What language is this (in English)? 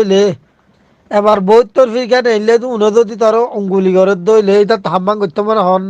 Rohingya